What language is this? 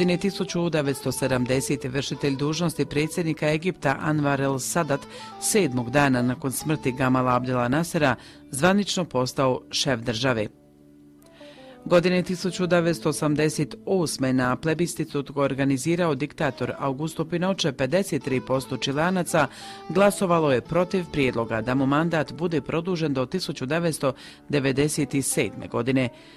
Croatian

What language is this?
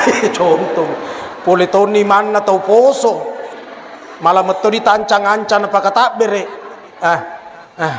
Buginese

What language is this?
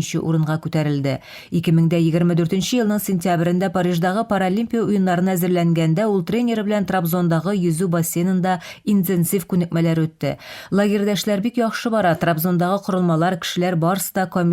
Tatar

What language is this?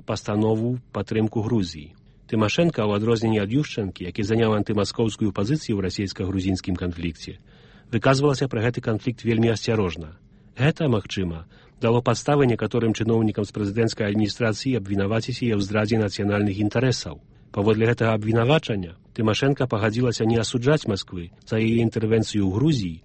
Belarusian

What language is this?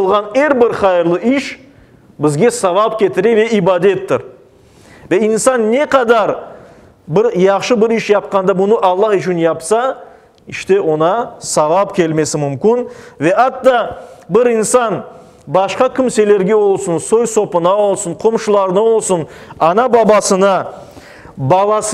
Crimean Tatar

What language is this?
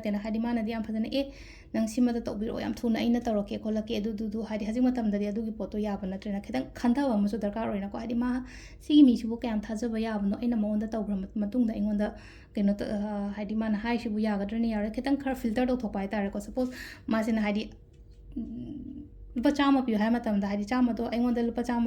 Manipuri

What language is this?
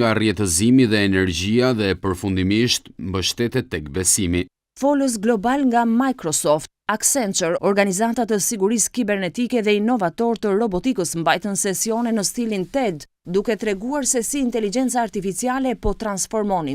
Albanian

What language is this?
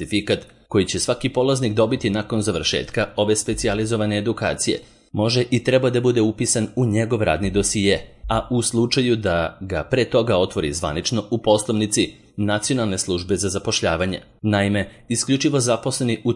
Serbian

